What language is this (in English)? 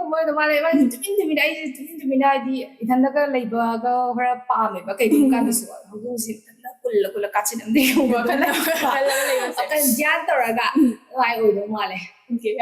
Manipuri